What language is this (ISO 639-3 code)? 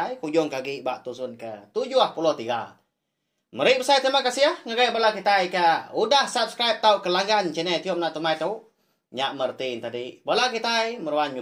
iba